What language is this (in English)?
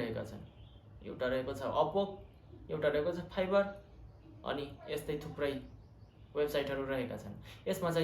Nepali